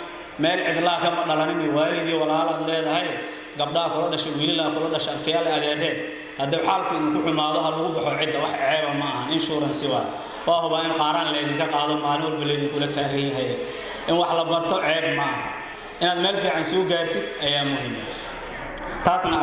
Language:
Somali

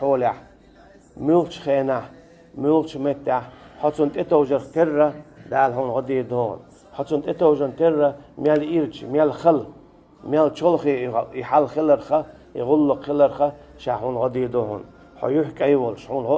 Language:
Chechen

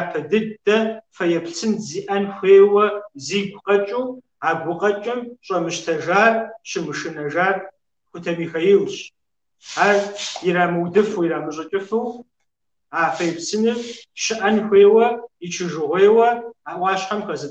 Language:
Kabardian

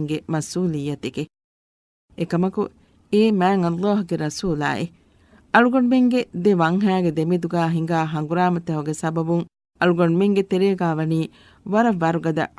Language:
Divehi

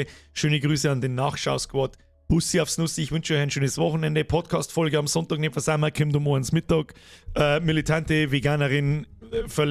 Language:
Bavarian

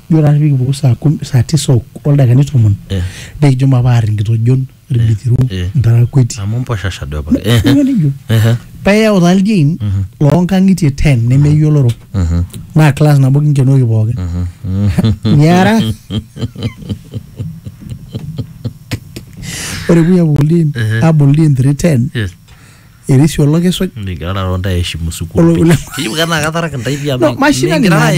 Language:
Masai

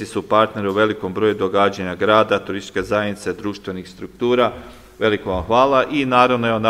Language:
Croatian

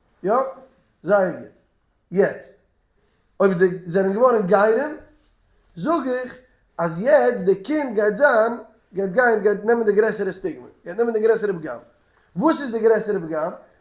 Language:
Yiddish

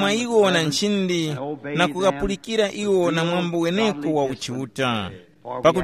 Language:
Tumbuka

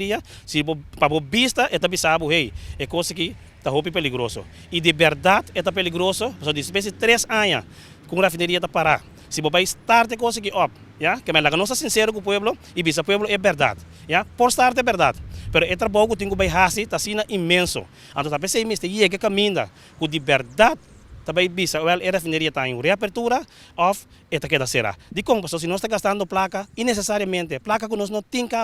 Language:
Papiamento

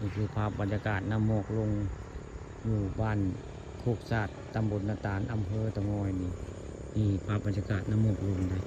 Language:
Northeastern Thai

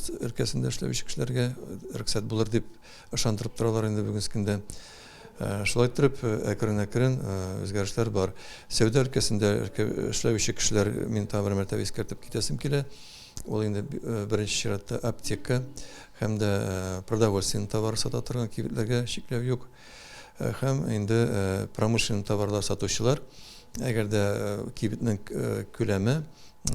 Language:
Tatar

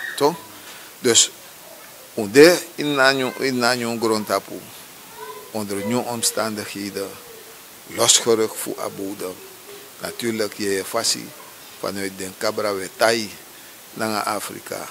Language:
Sranan Tongo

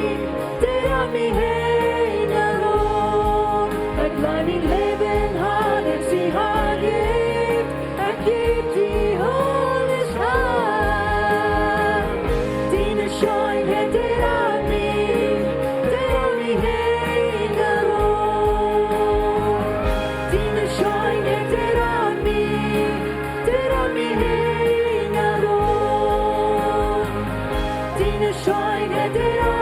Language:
Plautdietsch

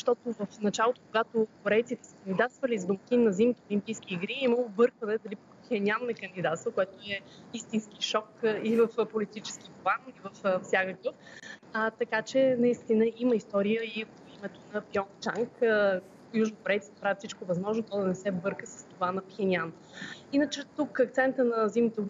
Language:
Bulgarian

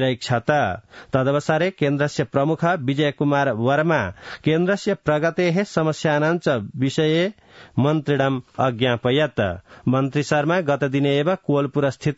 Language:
Sanskrit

